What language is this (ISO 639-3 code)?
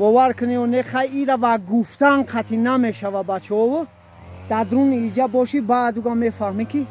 tgk